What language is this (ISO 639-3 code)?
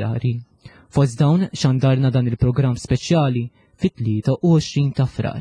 mlt